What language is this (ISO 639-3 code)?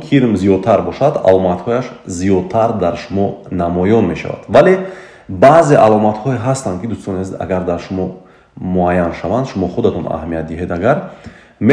tgk